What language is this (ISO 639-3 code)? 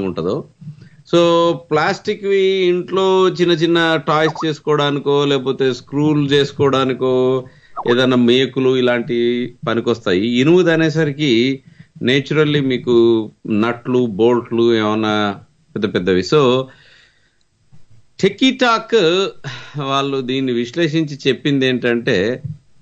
tel